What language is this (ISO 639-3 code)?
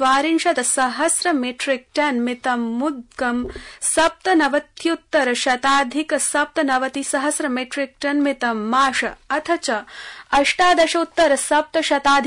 san